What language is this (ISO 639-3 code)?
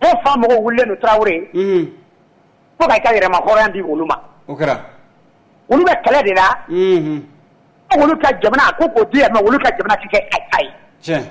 bam